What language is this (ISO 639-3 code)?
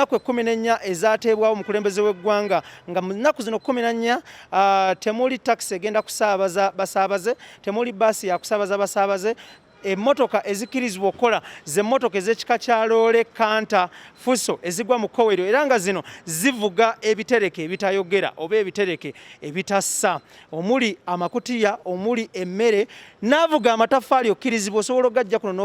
lug